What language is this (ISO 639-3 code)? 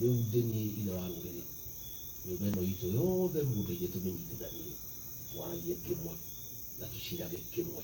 kik